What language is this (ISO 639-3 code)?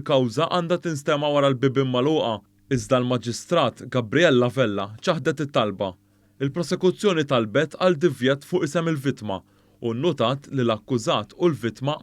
mlt